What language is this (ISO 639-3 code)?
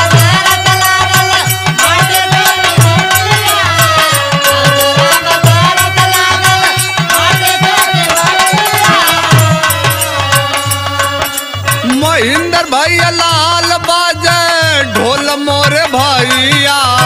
bho